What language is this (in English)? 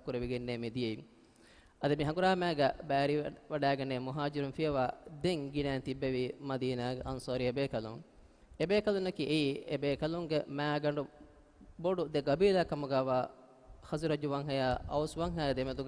Divehi